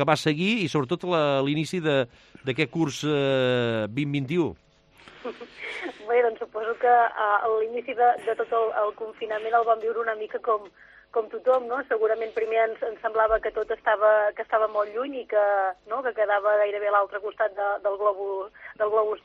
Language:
Catalan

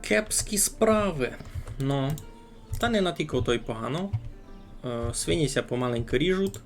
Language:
Rusyn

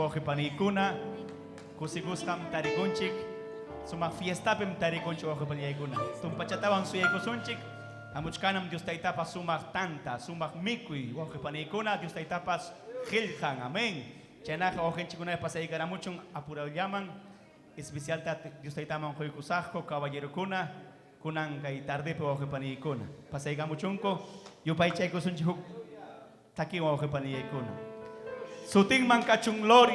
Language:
Ayacucho Quechua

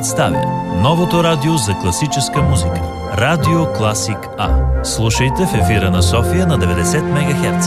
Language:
Bulgarian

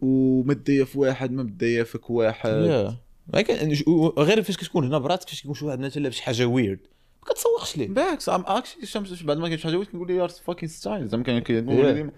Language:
Moroccan Arabic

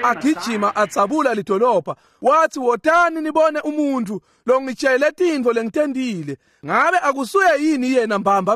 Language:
Swati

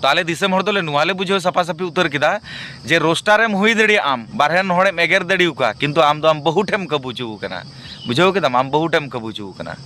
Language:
Santali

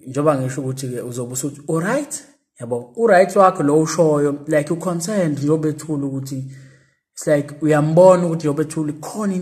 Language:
Zulu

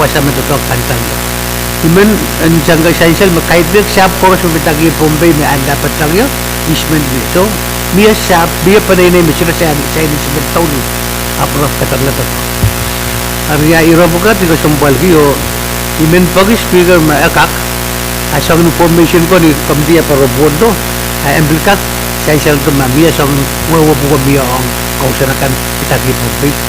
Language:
Pohnpeian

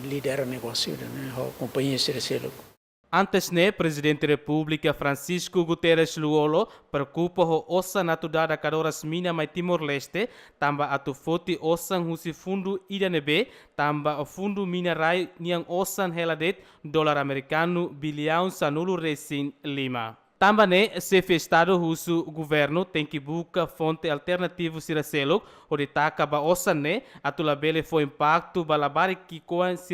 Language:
Tetum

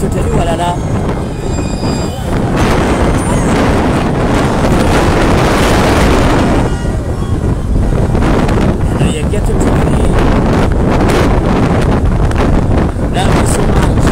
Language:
Ganda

